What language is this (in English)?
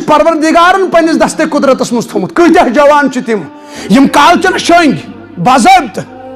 Kashmiri